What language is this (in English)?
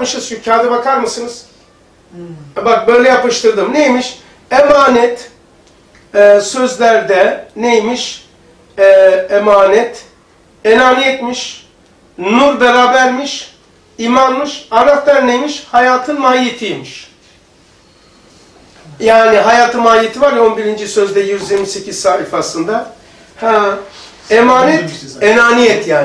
Turkish